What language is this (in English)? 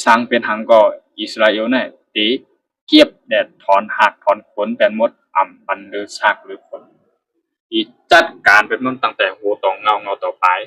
Shan